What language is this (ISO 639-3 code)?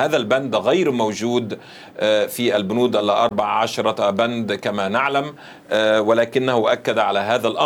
ara